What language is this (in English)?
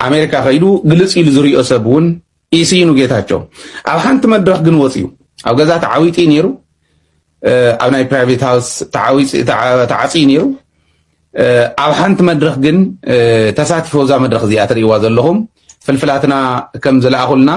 Tigrinya